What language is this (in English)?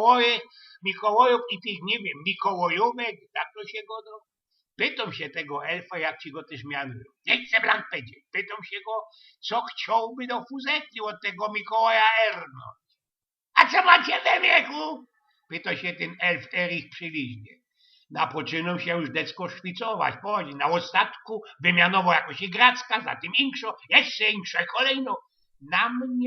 Silesian